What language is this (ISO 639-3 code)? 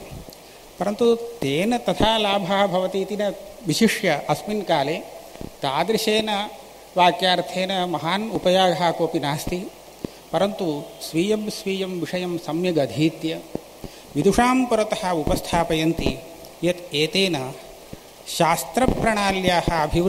san